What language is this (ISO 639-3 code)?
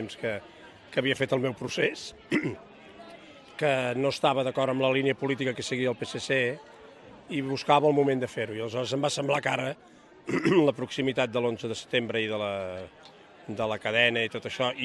cat